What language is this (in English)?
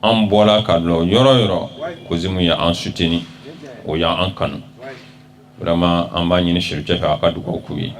Bambara